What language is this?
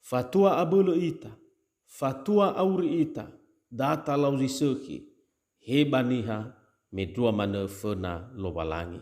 Nias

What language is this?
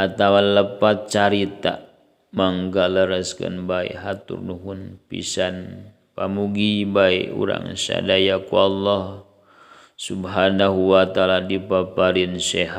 Sundanese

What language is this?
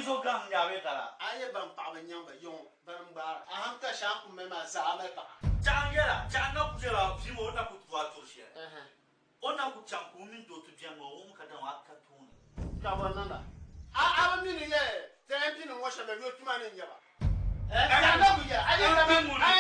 Dagbani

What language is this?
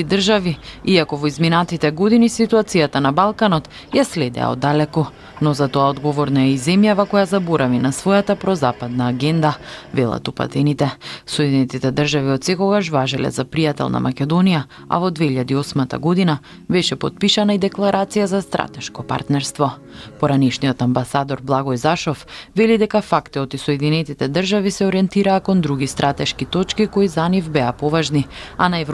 Macedonian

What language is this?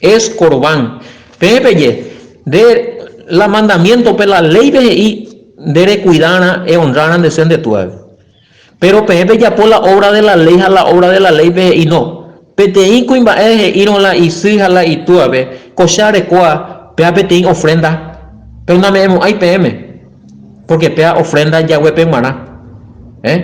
Guarani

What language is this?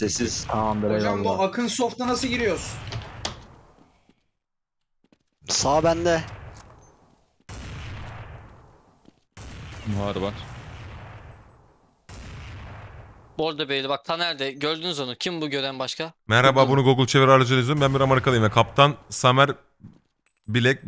Turkish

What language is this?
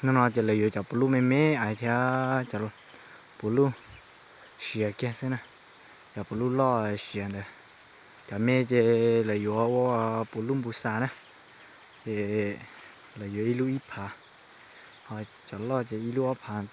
Hmong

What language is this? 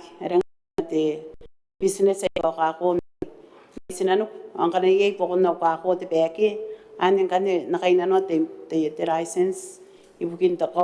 Gilbertese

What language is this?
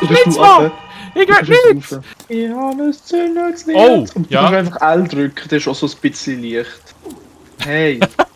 Swiss German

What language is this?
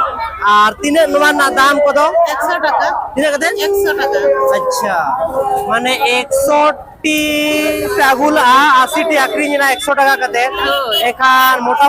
Santali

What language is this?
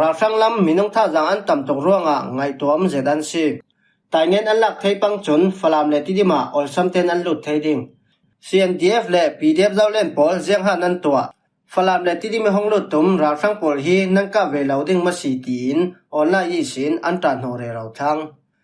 Falam Chin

